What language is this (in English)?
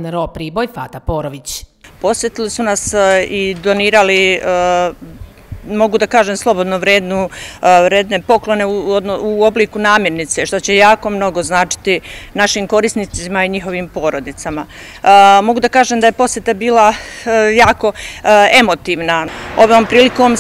Serbian